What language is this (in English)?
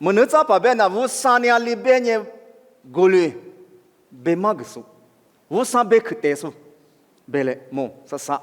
Lisu